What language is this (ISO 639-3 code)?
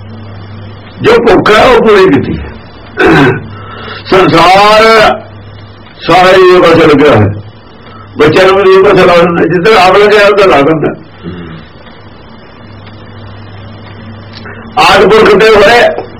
pan